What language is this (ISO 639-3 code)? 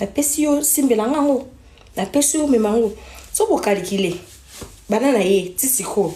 lin